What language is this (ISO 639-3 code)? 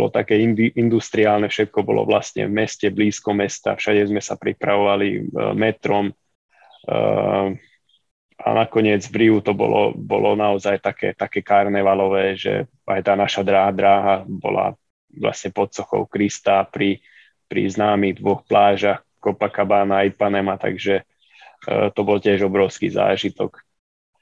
slk